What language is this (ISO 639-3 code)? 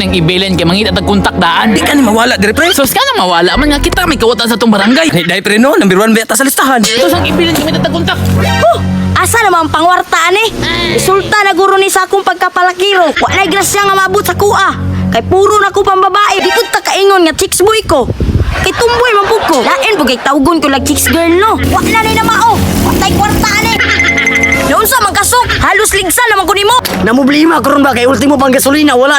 ceb